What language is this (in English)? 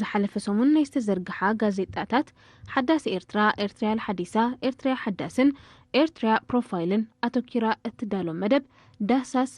Tigrinya